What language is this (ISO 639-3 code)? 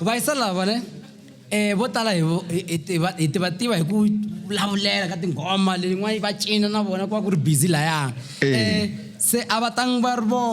tso